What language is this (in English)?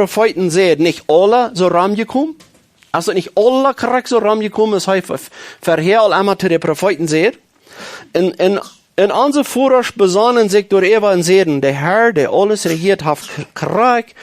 Plautdietsch